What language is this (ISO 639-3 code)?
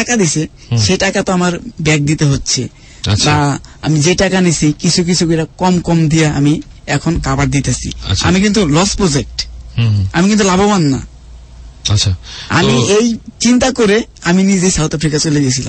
ben